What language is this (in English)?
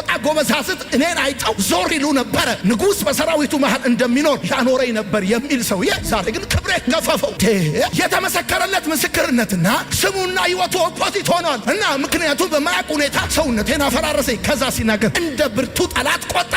Amharic